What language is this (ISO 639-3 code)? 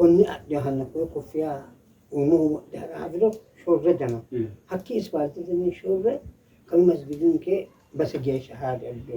sid